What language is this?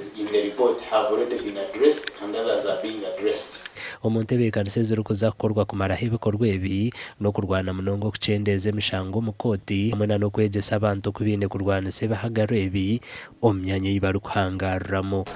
Nyankole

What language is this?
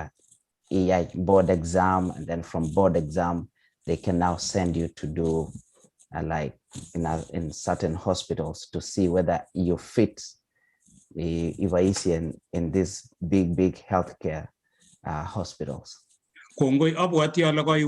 Kalenjin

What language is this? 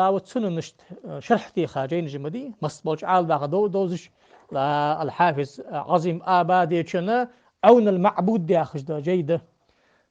Ingush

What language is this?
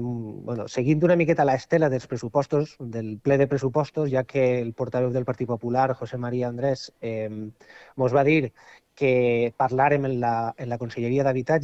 Catalan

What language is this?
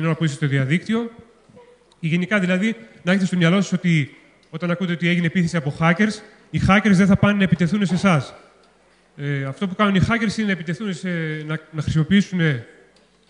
Greek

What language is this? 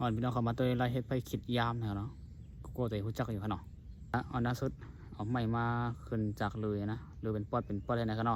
Shan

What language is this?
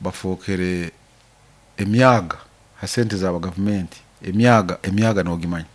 Nyoro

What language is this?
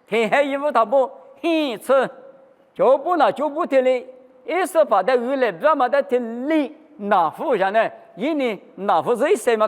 Lisu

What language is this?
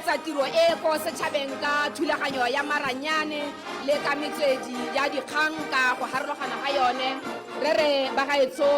Tswana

